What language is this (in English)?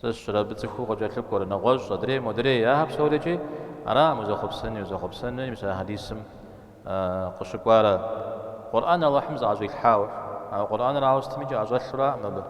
Kabardian